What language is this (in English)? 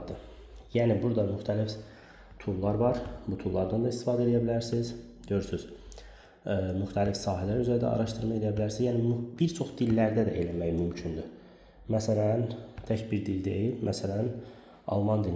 Azerbaijani